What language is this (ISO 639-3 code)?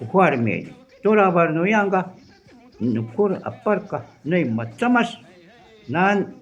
jiv